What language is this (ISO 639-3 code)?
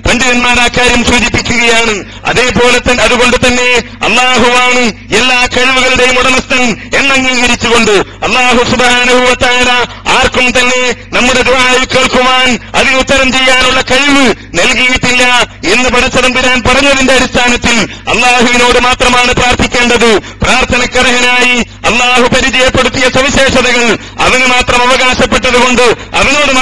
mal